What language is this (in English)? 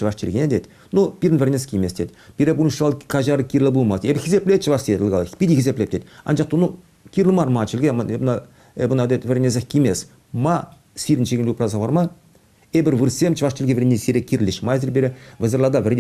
Chuvash